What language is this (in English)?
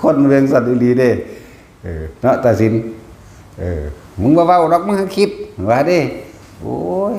Northeastern Thai